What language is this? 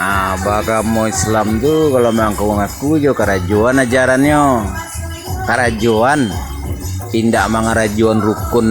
Minangkabau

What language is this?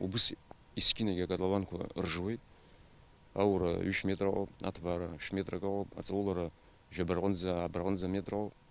Abkhazian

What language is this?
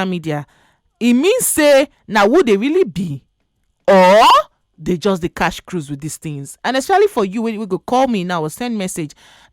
Nigerian Pidgin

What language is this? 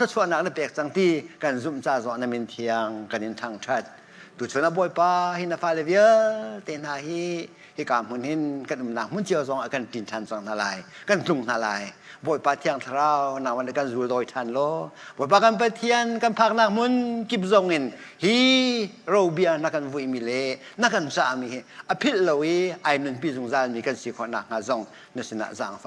Hakha Chin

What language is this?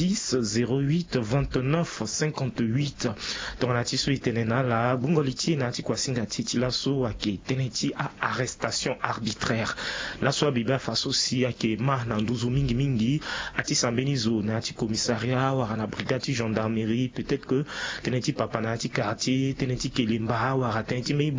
Sango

